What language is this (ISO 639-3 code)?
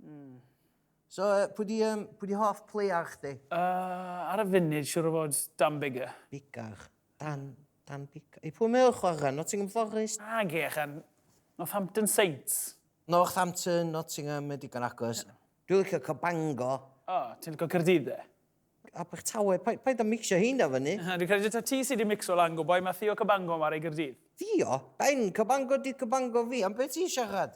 cym